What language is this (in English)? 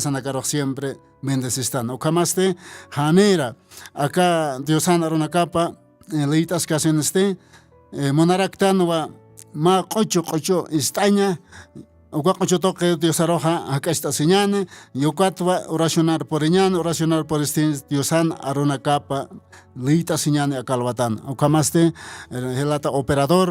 Aymara